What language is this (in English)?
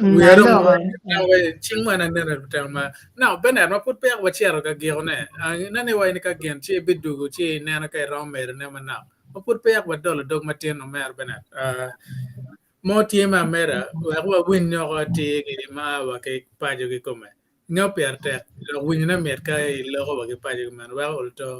Acoli